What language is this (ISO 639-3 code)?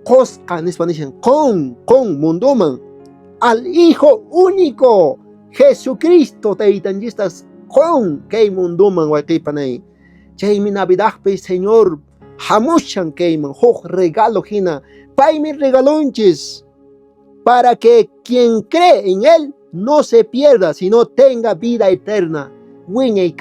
que